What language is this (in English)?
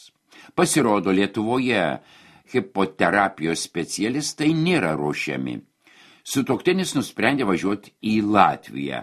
Lithuanian